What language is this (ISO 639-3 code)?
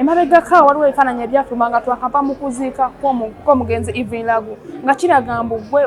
lug